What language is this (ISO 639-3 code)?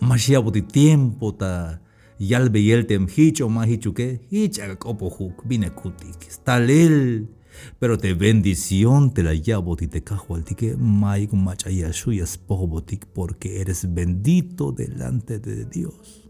tzh